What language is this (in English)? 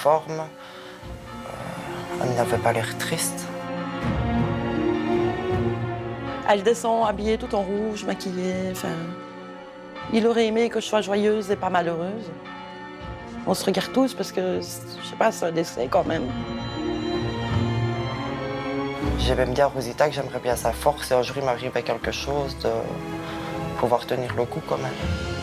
French